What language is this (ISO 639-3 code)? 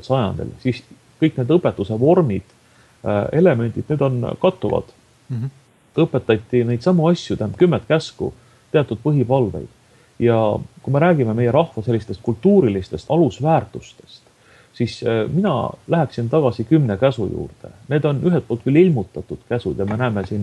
est